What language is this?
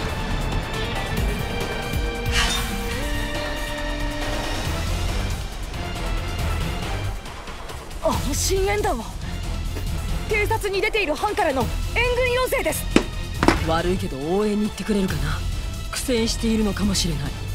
Japanese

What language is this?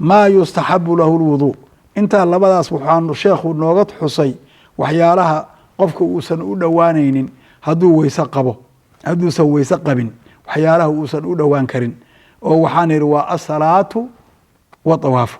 Somali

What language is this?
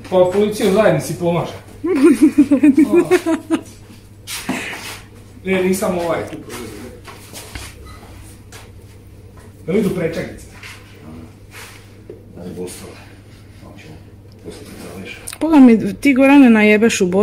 Croatian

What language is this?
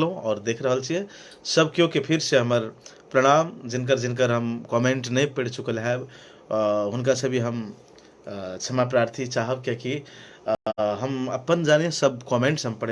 Maithili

